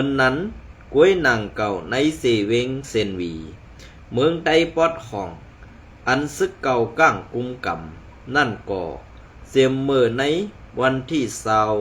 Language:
Shan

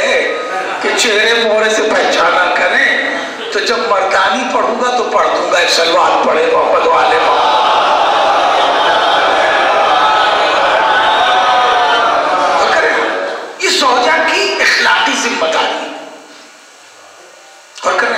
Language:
Urdu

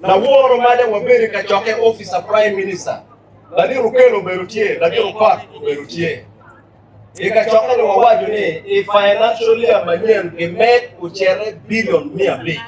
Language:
Acoli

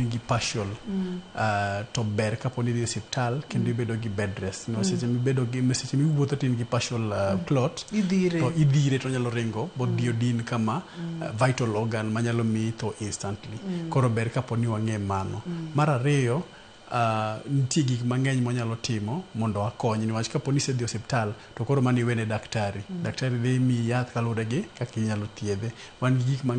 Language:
Luo (Kenya and Tanzania)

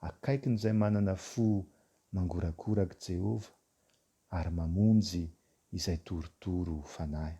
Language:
Malagasy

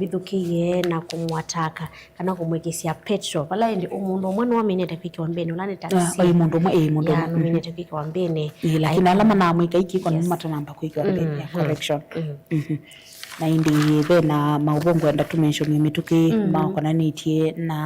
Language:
Kamba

